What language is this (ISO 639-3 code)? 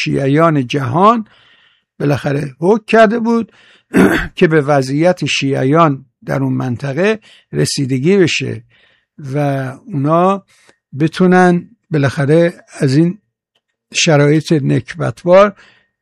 fas